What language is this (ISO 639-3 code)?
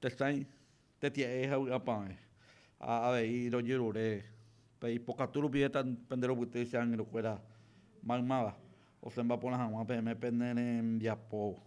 grn